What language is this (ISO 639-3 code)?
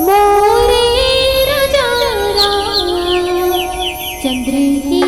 hne